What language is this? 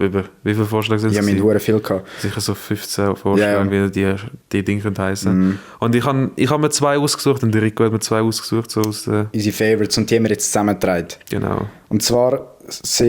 Swiss German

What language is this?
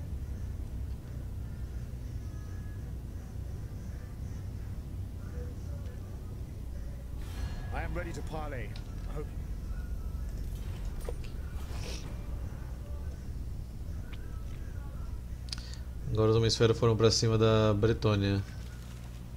Portuguese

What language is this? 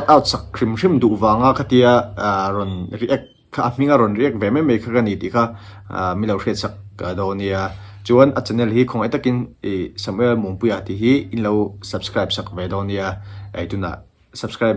Mizo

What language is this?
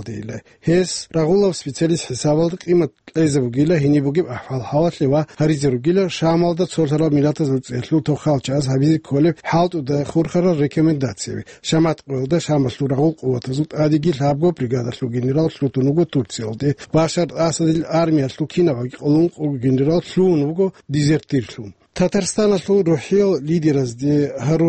Avaric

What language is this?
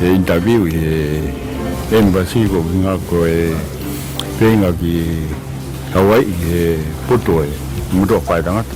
Tongan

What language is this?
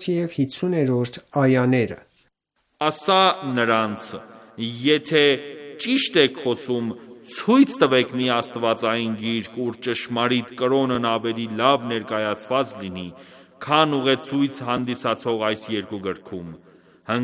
Armenian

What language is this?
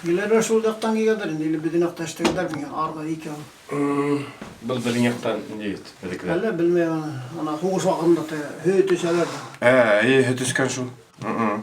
Bashkir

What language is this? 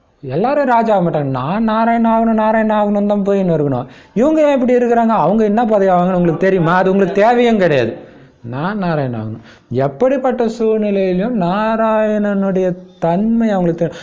Tamil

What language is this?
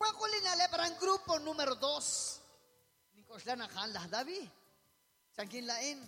Kekchí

